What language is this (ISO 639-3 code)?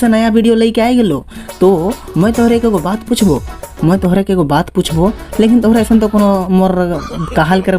sck